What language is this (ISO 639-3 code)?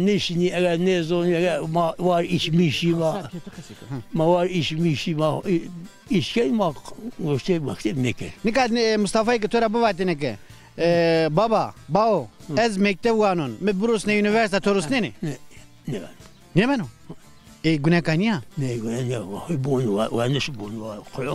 zza